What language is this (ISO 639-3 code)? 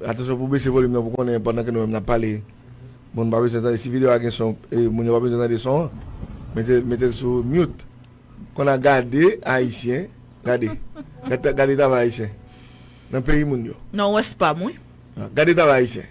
hat